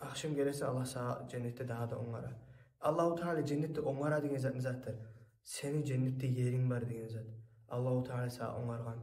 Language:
Kumyk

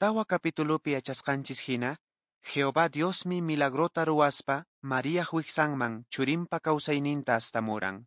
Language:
Quechua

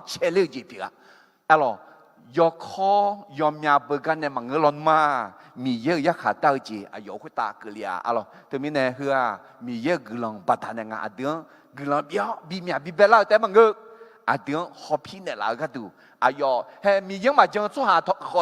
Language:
Akha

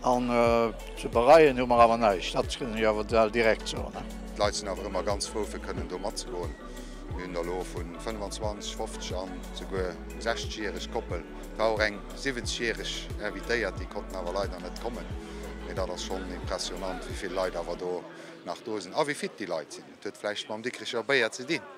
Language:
Luxembourgish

